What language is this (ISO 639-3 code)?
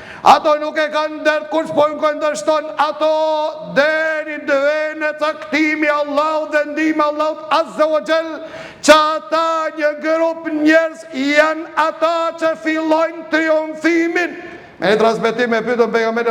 sqi